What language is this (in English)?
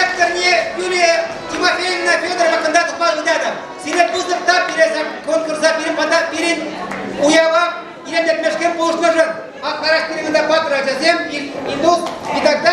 Chuvash